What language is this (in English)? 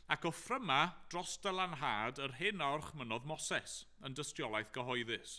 Welsh